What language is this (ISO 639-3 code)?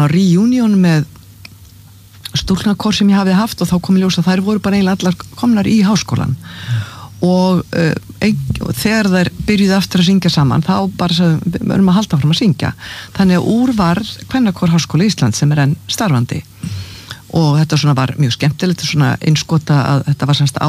isl